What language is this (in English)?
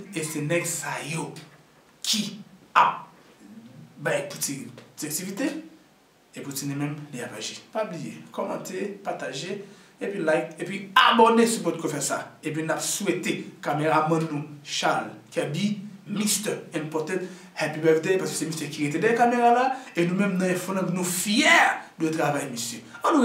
Haitian Creole